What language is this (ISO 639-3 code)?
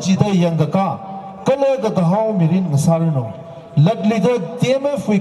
nmf